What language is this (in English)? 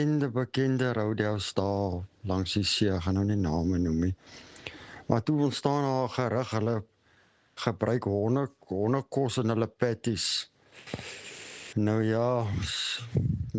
Afrikaans